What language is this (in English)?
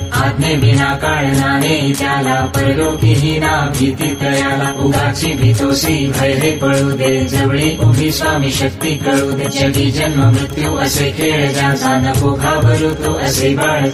Marathi